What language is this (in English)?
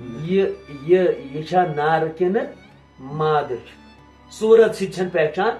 Kashmiri